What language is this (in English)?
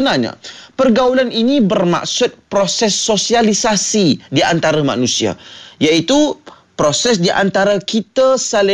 Malay